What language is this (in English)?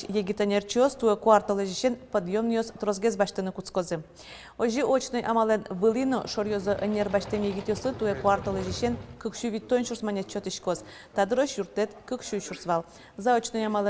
Udmurt